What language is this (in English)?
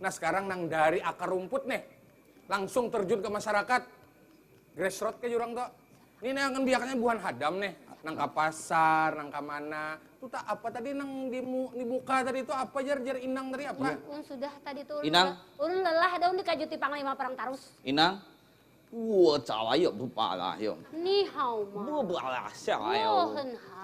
Banjar